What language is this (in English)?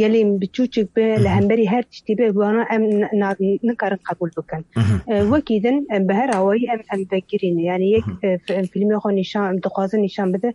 Kurdish